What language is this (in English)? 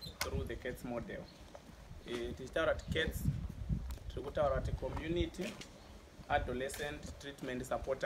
Shona